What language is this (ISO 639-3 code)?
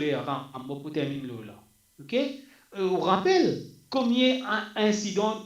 mfe